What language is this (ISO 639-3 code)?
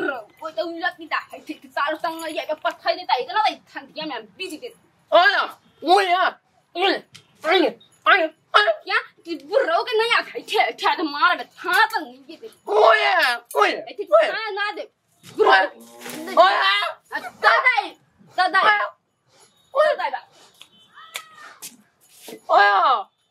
bho